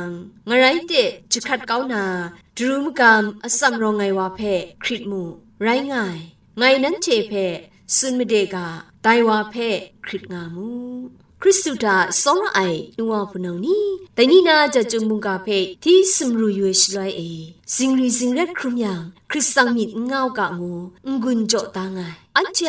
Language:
Kachin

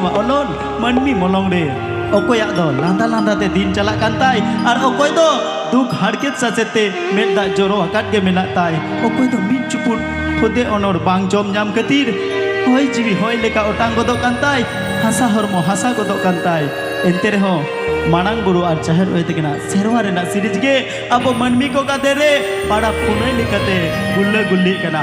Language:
Santali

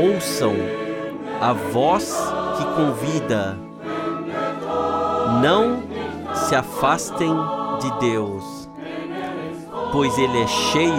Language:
Portuguese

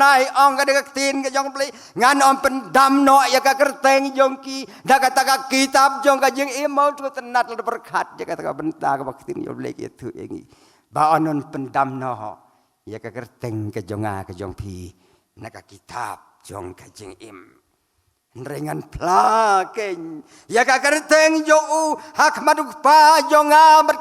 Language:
Khasi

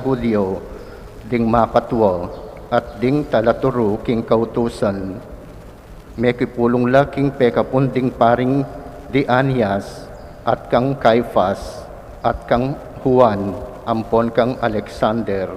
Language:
Pampanga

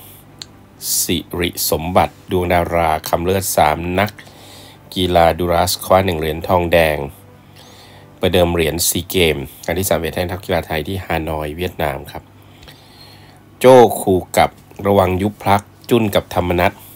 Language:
Thai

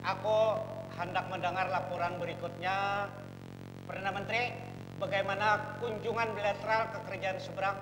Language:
Banjar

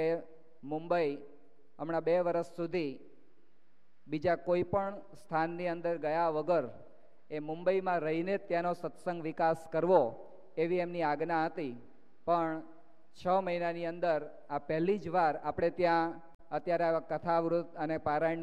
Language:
Gujarati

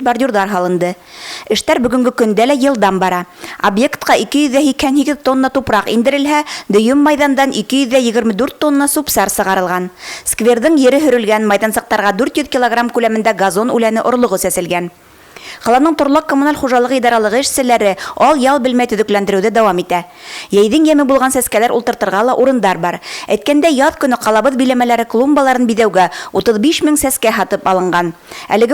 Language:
Bashkir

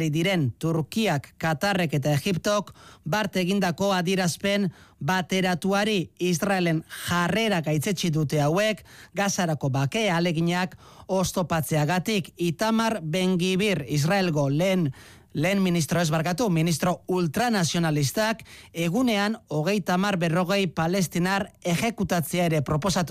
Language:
Basque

